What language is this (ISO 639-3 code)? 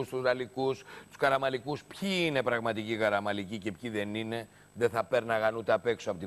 ell